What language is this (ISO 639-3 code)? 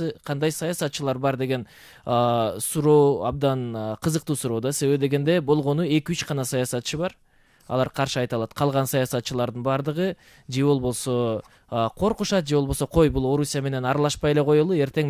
kir